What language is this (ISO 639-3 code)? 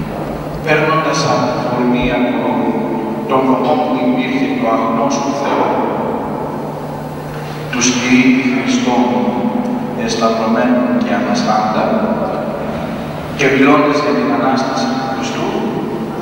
ell